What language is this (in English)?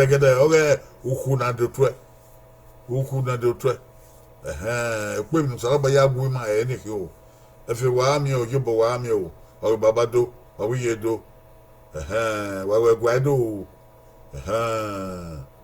Bini